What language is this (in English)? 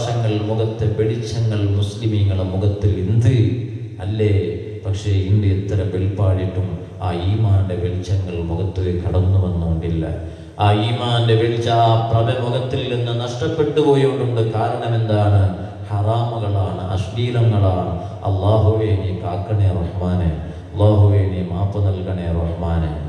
Malayalam